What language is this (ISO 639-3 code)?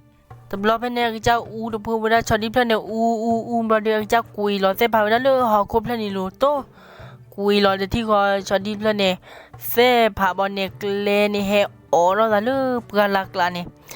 ksw